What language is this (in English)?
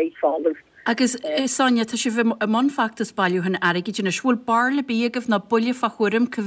Irish